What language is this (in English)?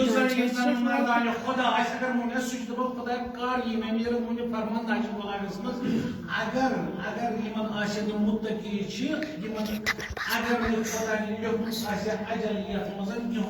Kashmiri